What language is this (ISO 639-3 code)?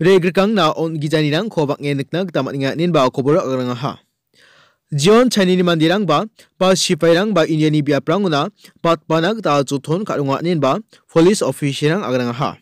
grt